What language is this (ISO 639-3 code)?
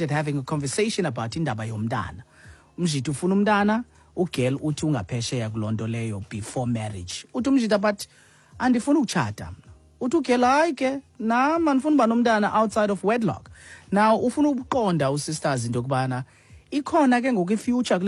xho